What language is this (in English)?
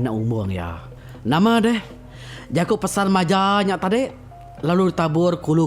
Iban